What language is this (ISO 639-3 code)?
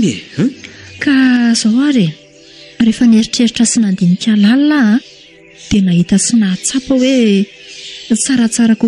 mlg